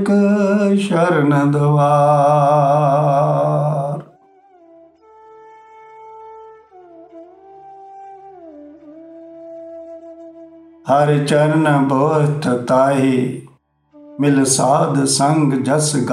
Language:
Punjabi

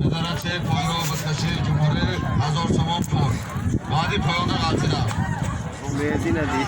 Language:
Tajik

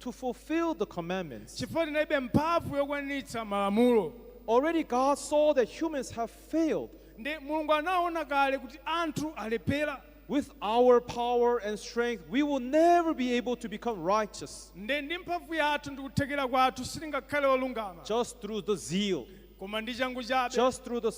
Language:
Nyanja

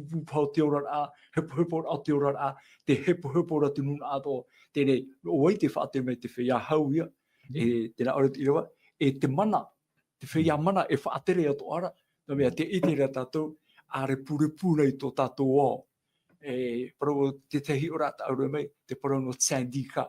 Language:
Tahitian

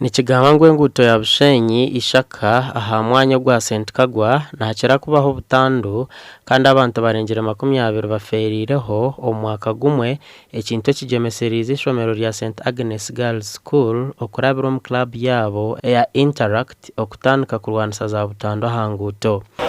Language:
Nyankole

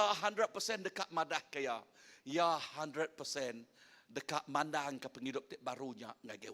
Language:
Iban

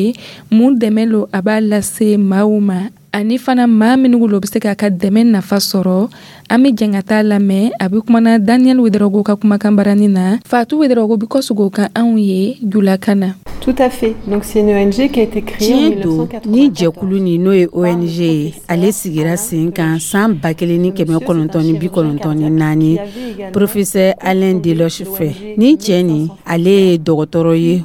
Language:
Dyula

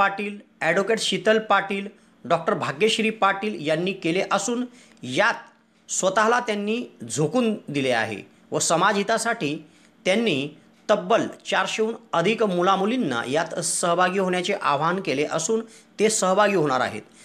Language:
Marathi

